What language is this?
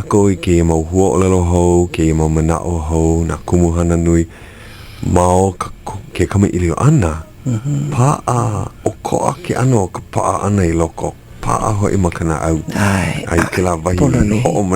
Hawaiian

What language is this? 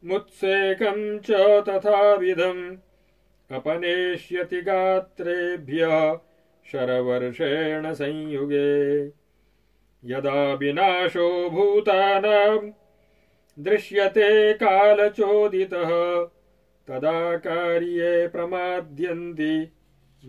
Sanskrit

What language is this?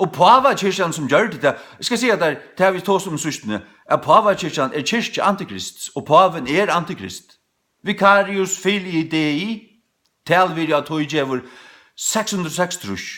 Faroese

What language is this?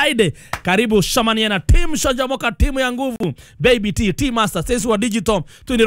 Kikuyu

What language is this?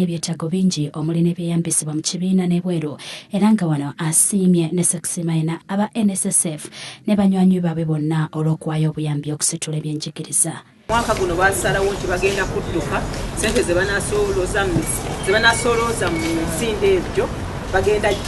Ganda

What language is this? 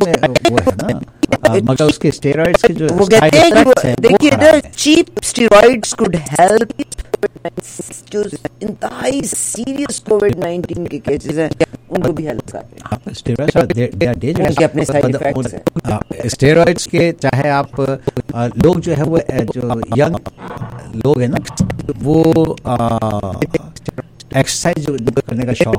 Urdu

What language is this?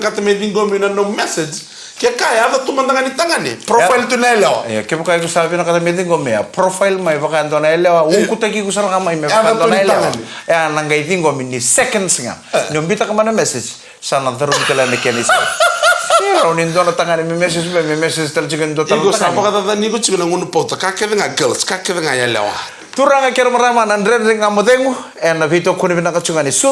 Fijian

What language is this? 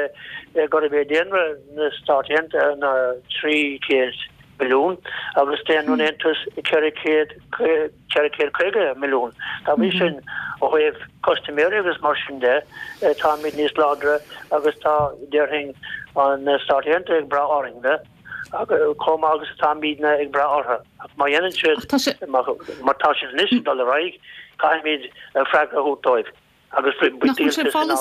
Irish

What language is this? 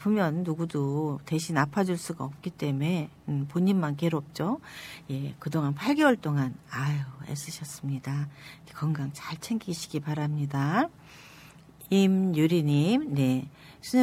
Korean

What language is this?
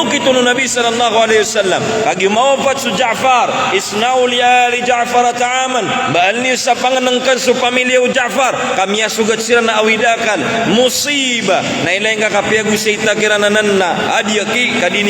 Maranao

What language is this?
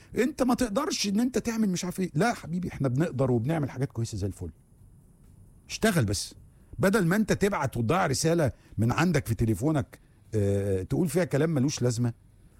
Egyptian Arabic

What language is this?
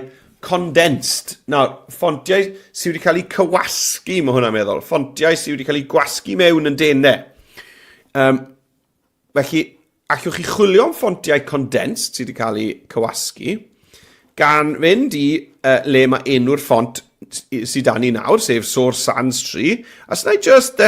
Welsh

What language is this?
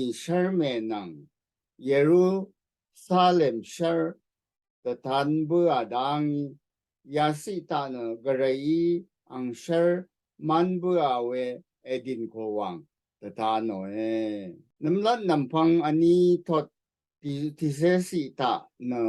Rawang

